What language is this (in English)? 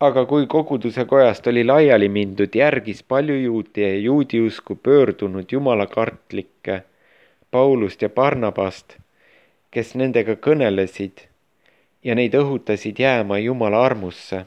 Estonian